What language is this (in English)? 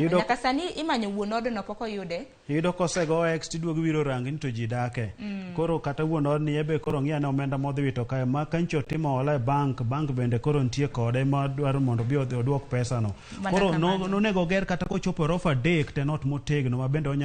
Luo (Kenya and Tanzania)